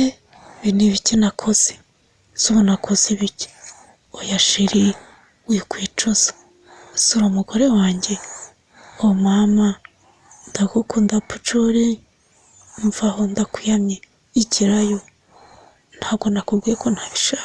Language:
Kinyarwanda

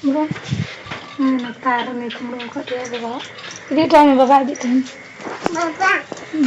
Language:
Santali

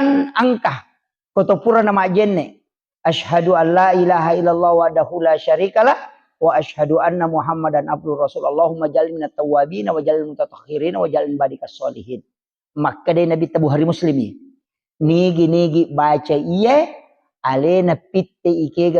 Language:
Buginese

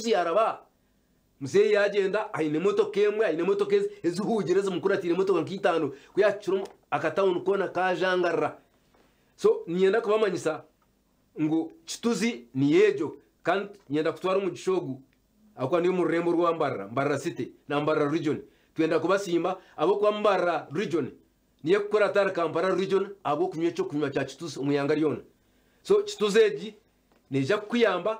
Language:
Nyankole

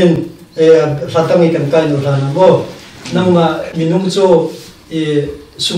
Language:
Hakha Chin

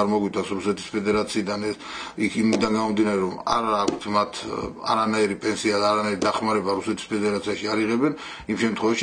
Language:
Georgian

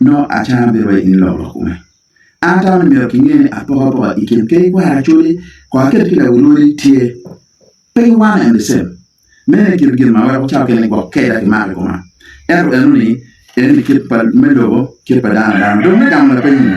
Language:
Acoli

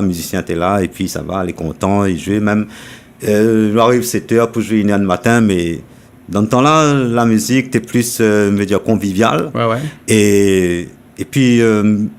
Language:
Réunion Creole French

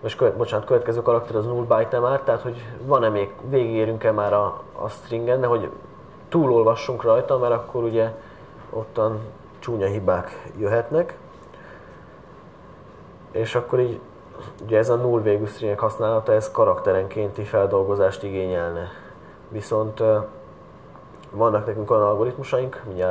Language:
Hungarian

